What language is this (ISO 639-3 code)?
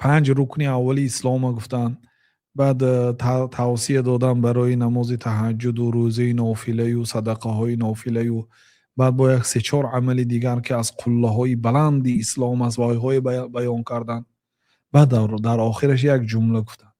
tgk